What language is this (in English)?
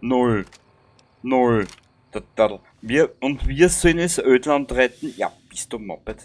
Bavarian